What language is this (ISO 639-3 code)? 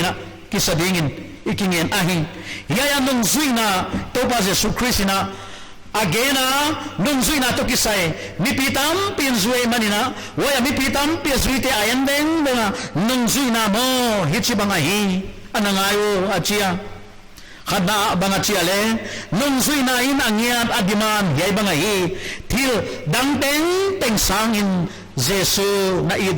pck